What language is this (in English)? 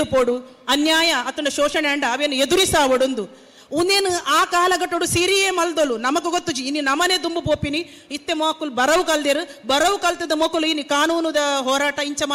Tulu